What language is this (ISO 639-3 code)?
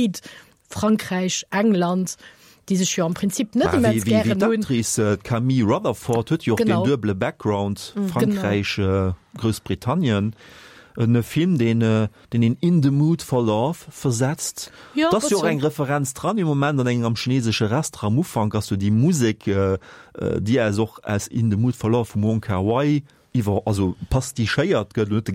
ltz